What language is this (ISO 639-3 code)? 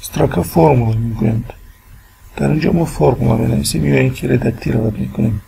tgk